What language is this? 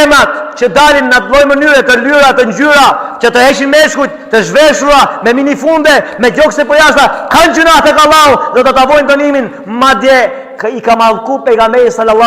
Albanian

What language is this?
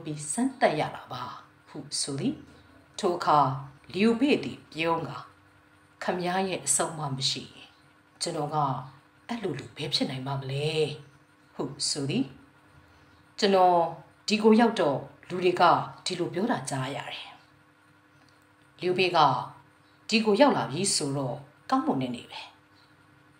Burmese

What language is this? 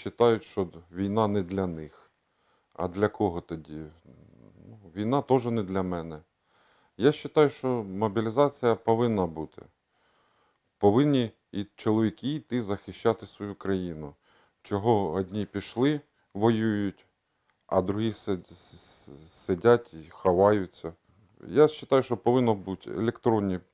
Ukrainian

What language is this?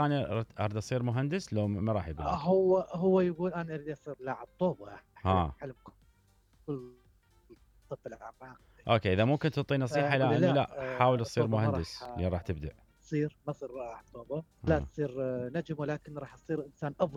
Mesopotamian Arabic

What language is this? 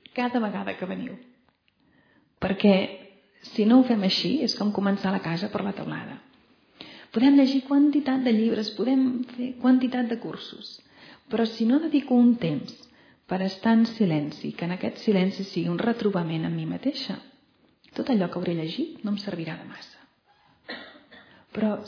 Catalan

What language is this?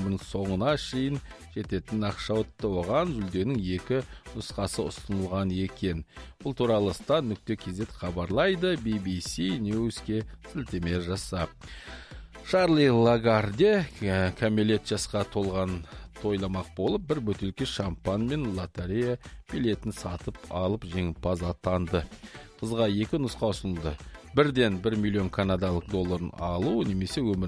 Kazakh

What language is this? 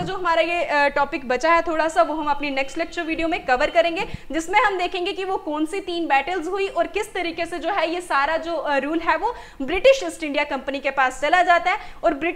Hindi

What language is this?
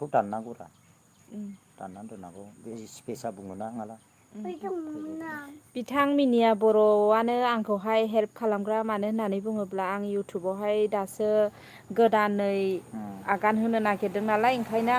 Bodo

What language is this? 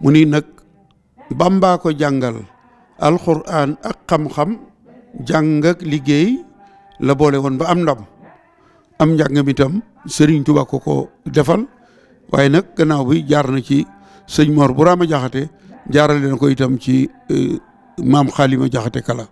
Wolof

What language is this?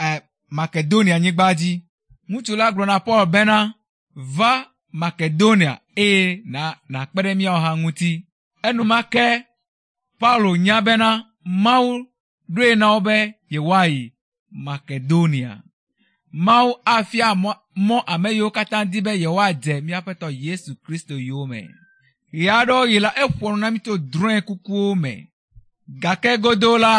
Ewe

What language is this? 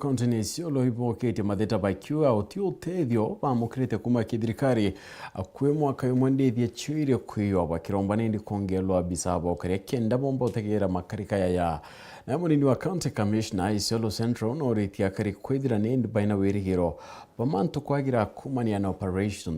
Meru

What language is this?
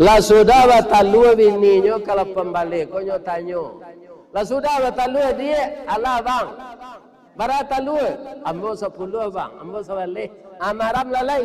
Minangkabau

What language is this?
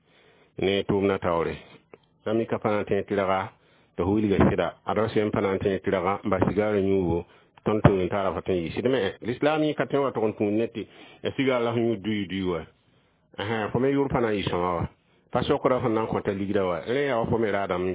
Mossi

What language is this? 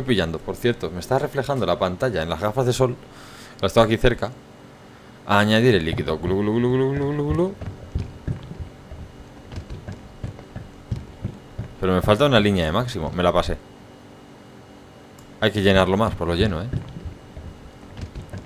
Spanish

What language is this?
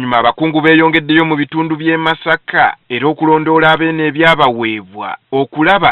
Ganda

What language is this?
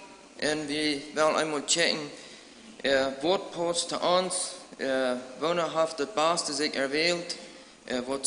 Plautdietsch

